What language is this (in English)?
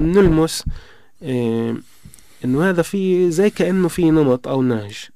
North Levantine Arabic